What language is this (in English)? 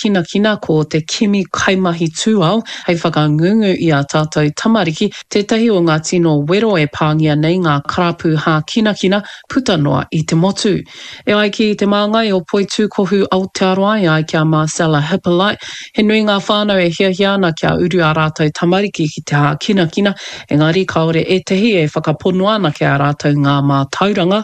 Māori